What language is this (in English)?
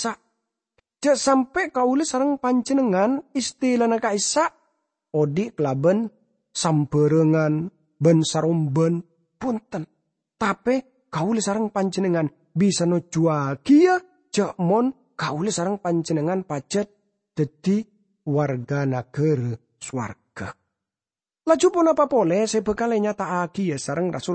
Madurese